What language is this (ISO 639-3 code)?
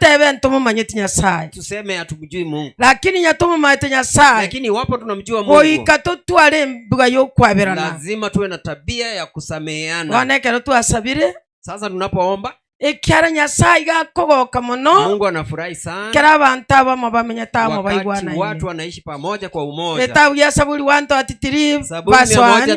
guz